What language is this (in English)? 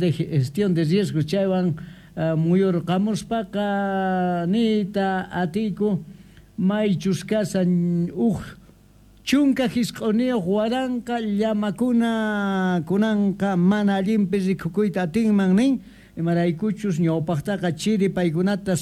South Bolivian Quechua